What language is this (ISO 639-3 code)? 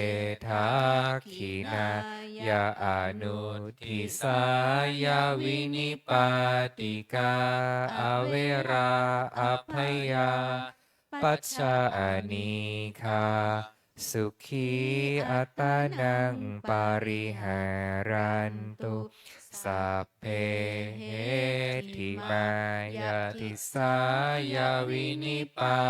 pli